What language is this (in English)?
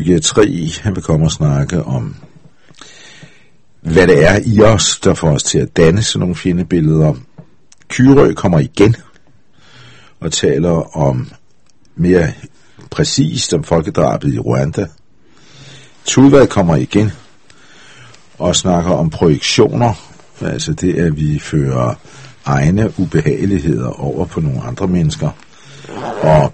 Danish